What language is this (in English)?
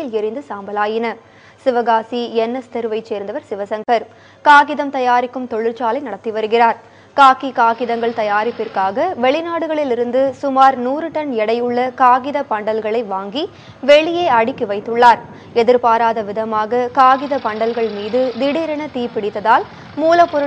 Tamil